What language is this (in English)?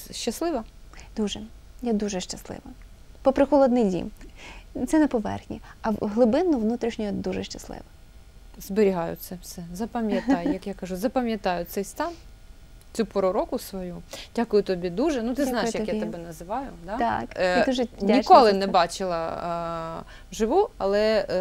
Ukrainian